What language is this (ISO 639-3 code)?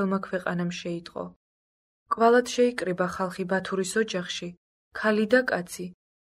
kat